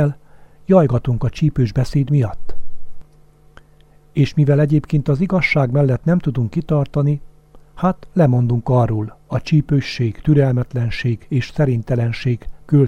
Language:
Hungarian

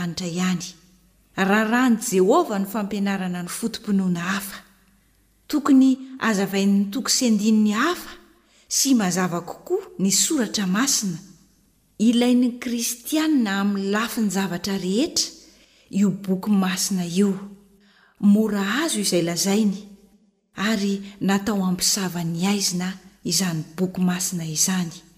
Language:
Malagasy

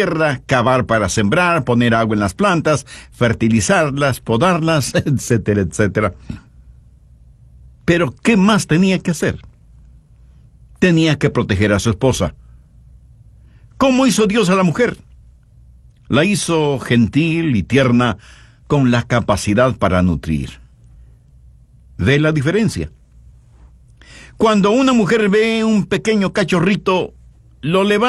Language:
Spanish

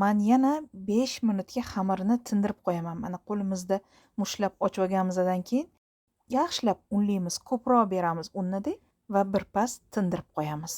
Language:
Uzbek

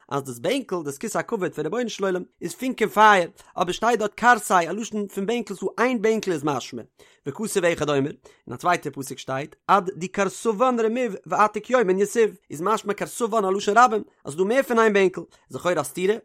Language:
Yiddish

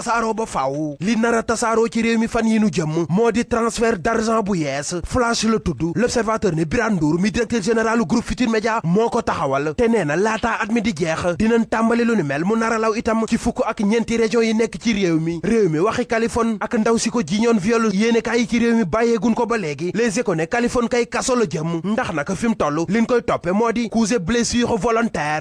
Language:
Wolof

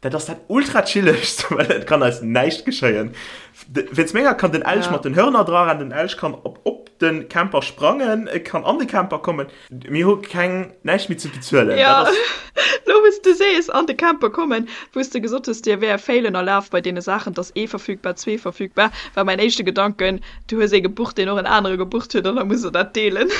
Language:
Luxembourgish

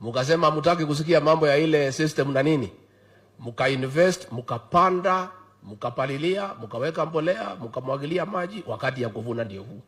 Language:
Swahili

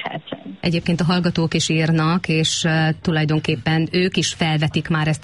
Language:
Hungarian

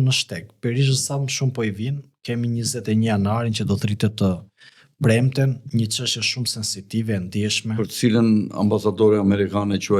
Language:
Albanian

